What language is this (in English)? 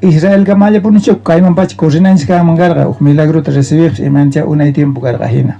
South Bolivian Quechua